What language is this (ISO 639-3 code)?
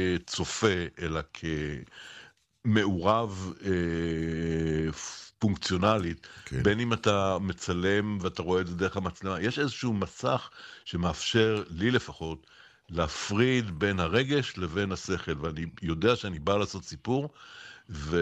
heb